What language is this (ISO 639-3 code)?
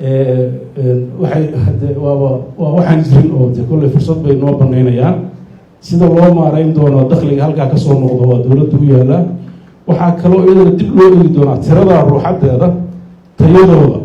som